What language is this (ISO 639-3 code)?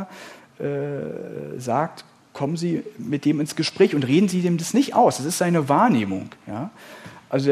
deu